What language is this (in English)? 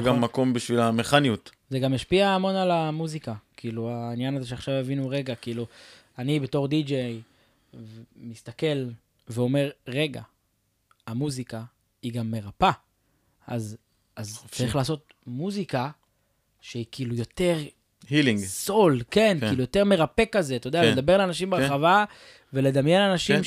Hebrew